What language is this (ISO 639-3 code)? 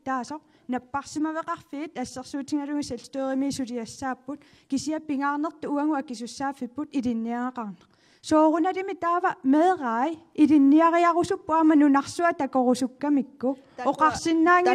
kal